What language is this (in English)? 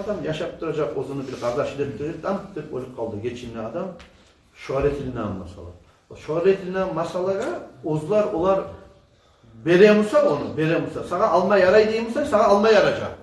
Kumyk